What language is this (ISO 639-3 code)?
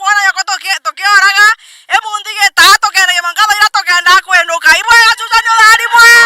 mer